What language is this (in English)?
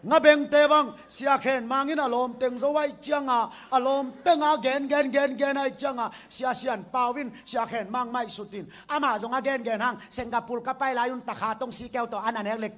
Tedim Chin